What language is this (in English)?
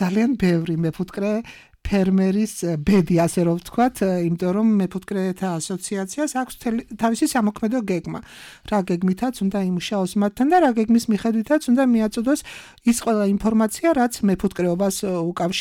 Georgian